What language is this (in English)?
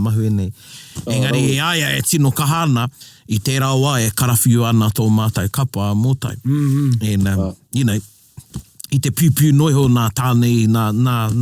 Māori